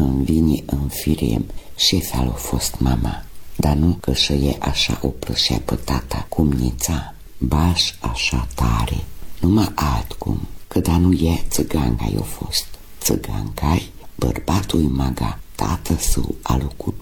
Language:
Romanian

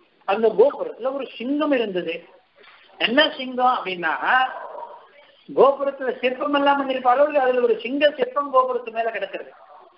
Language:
Tamil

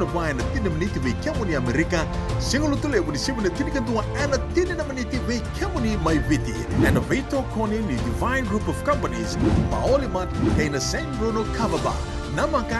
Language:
Fijian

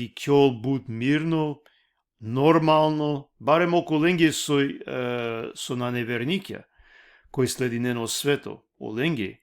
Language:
Balkan Romani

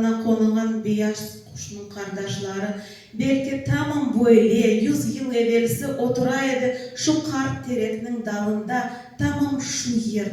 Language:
Crimean Tatar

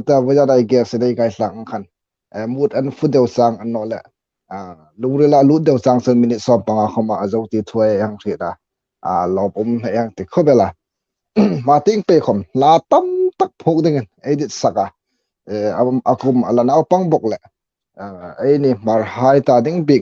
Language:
Hmar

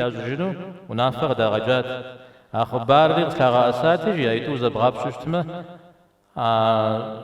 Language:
Kabardian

